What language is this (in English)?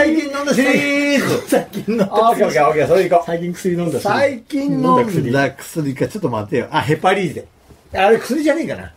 Japanese